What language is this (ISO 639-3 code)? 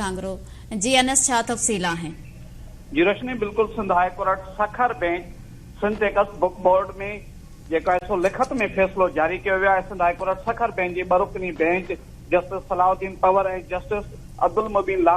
snd